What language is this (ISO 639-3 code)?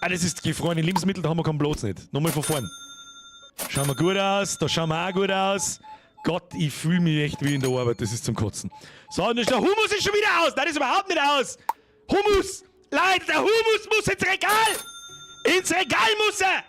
bar